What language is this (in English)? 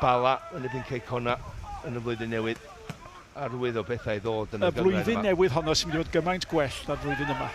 Welsh